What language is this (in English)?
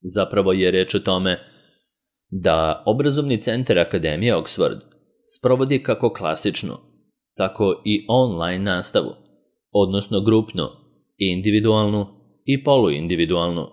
Serbian